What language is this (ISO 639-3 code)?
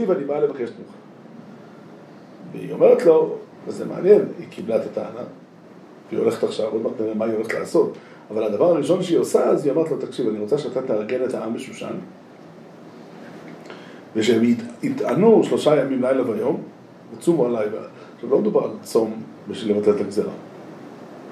heb